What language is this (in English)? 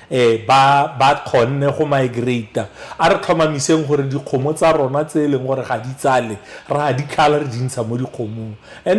Tswana